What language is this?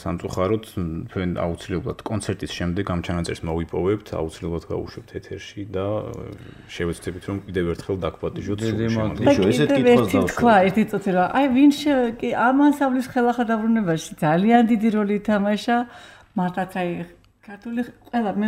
Georgian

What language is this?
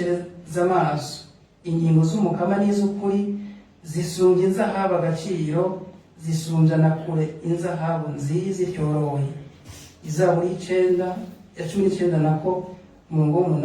Rundi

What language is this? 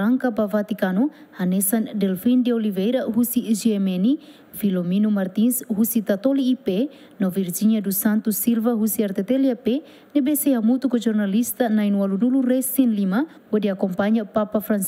Tetum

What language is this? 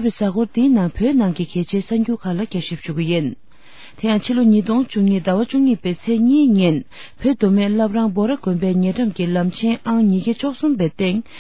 Tibetan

